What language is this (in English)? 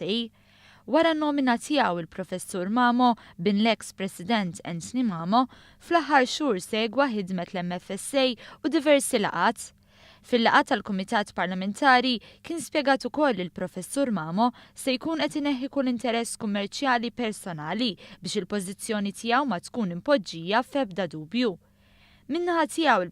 Maltese